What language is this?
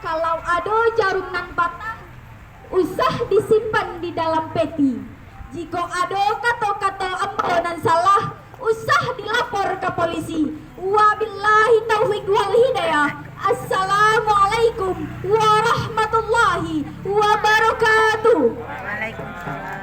Minangkabau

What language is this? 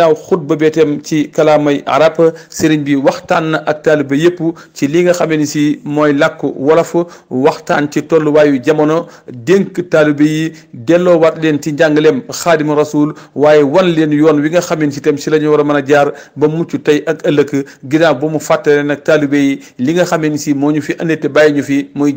Wolof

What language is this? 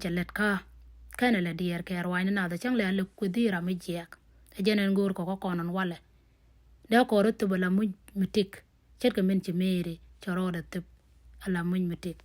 Nuer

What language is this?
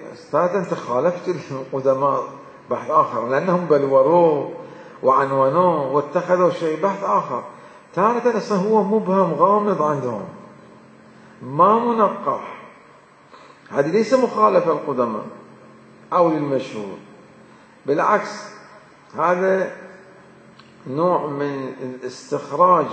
Arabic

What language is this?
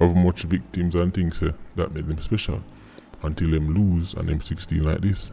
Jamaican Creole English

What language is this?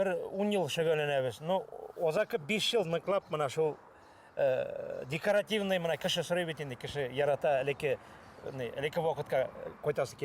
Bashkir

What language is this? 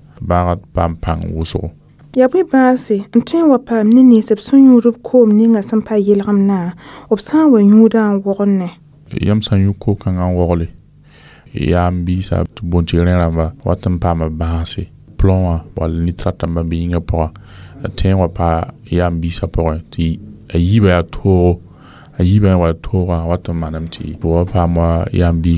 Mossi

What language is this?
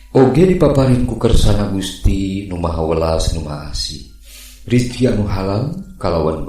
Sundanese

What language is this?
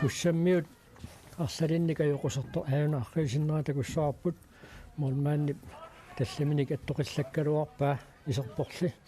Kalaallisut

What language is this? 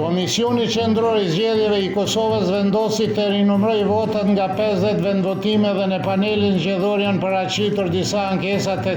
Albanian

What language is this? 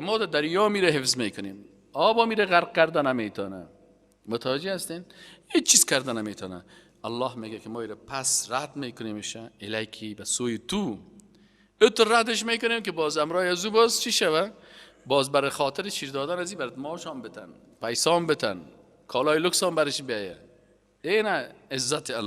Persian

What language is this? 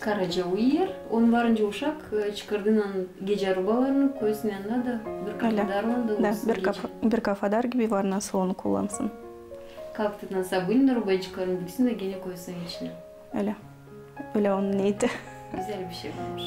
Gagauz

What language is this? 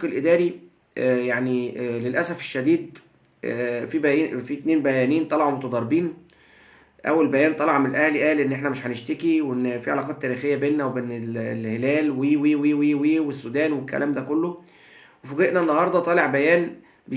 Egyptian Arabic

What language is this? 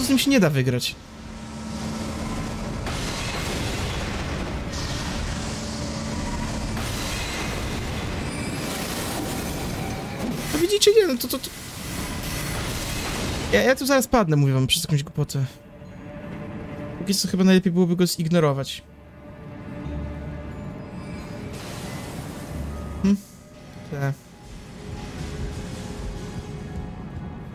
Polish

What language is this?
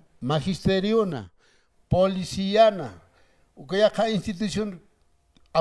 Aymara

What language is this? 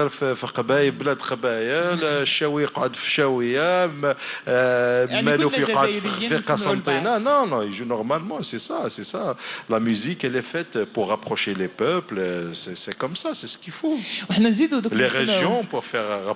Algerian Arabic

